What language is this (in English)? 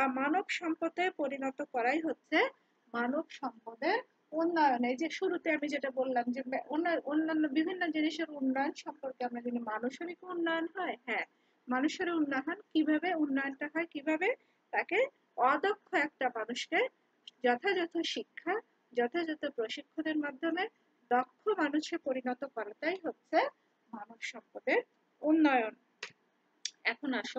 Bangla